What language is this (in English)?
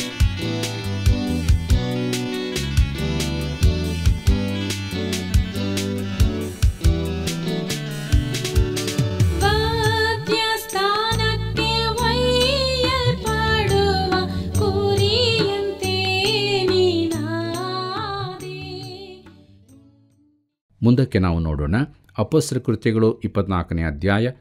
Kannada